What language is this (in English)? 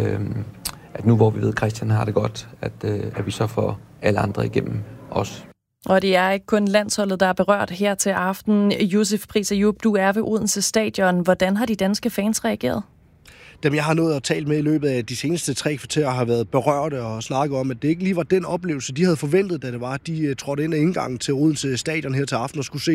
Danish